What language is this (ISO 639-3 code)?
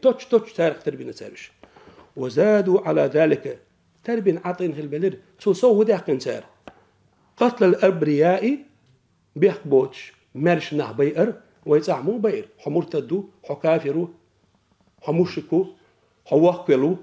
che